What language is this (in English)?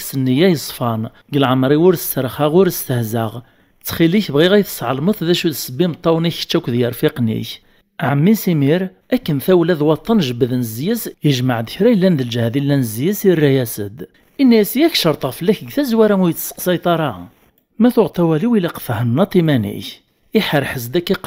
Kabyle